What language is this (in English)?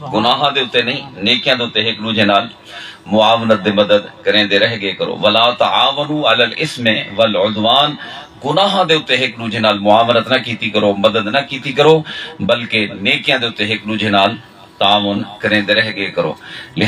Saraiki